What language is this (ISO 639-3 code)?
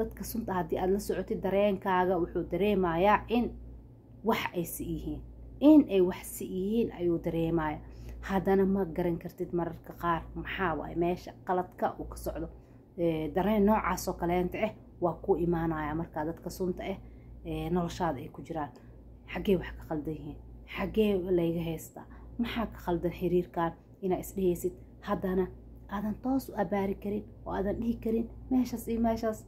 som